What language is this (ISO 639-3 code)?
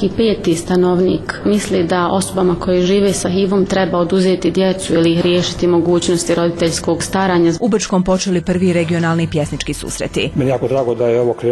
bos